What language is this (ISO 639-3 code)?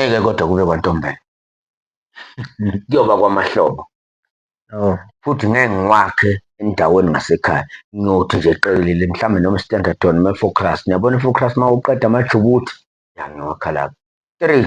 zul